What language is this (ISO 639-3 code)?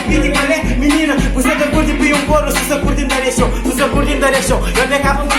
kea